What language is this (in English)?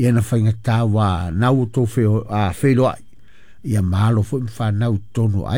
Samoan